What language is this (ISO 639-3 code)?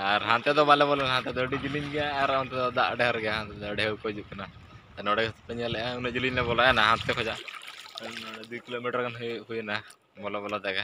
sat